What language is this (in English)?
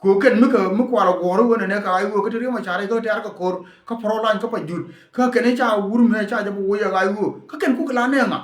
Nuer